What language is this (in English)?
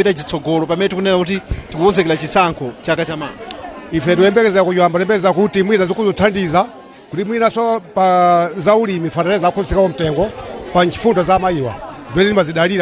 Nyanja